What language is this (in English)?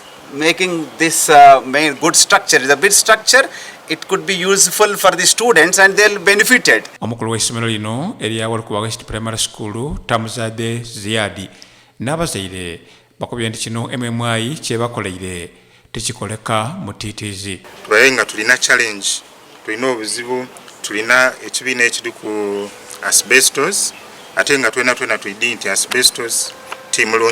Soga